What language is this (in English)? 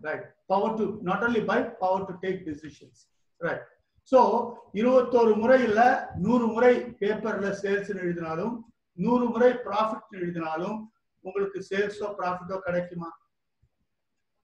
Tamil